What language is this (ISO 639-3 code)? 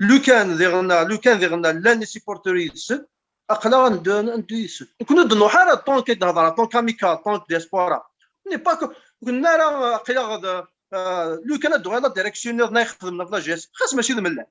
kab